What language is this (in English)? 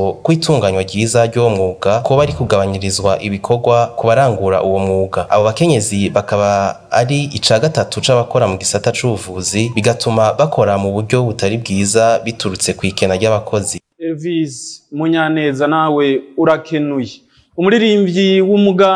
Rundi